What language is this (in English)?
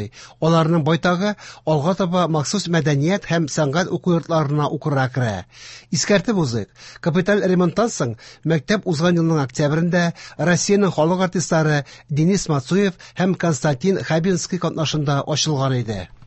Tatar